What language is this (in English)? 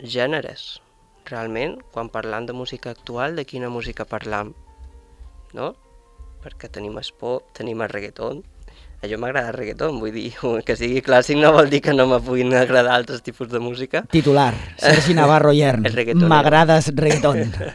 Catalan